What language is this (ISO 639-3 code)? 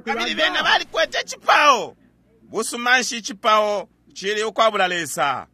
bem